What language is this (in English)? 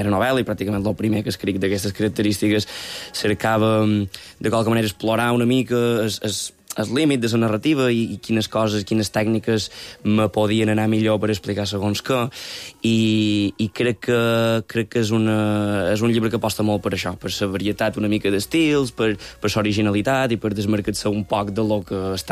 Catalan